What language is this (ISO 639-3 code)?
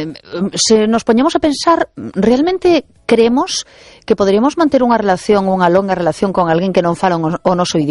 glg